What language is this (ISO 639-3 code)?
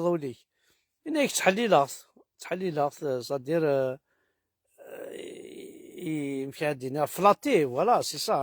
kab